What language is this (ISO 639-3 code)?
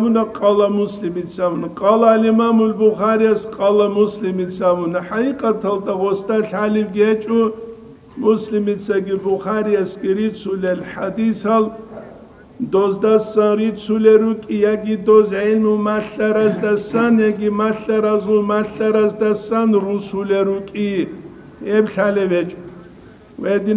ava